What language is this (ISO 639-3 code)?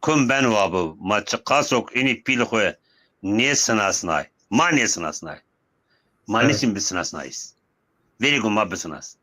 zza